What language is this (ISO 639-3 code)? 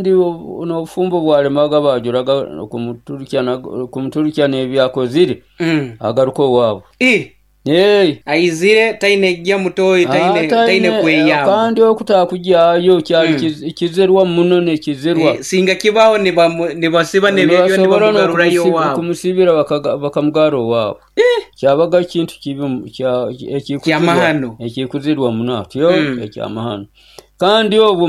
nyo